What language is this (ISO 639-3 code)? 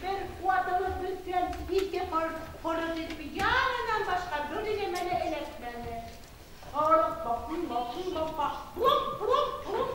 bak